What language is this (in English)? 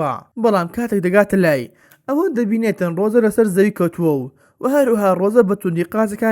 Central Kurdish